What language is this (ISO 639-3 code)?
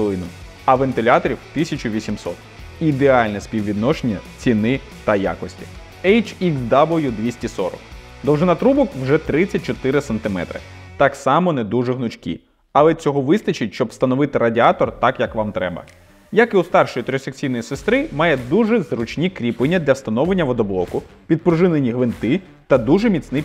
ukr